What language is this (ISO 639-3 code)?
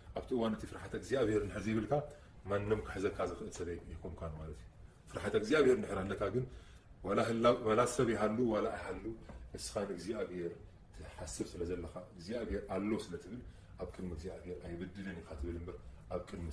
tir